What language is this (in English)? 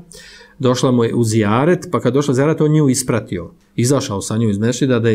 Bosnian